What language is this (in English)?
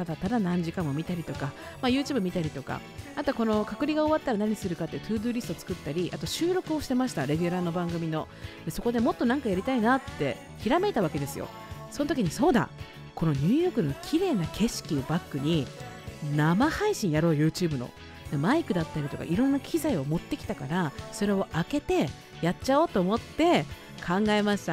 Japanese